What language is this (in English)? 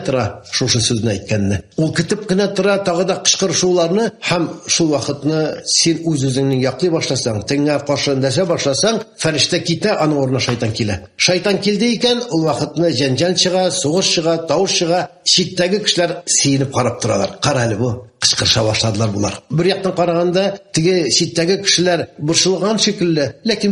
Tatar